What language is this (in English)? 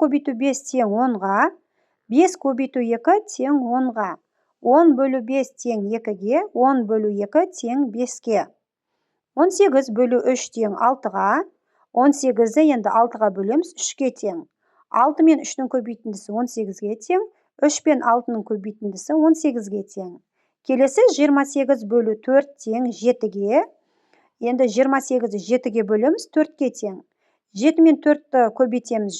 Kazakh